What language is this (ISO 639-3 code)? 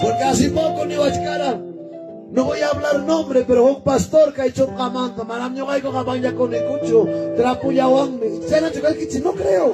quy